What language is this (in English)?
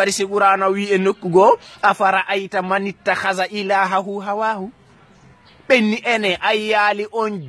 Fula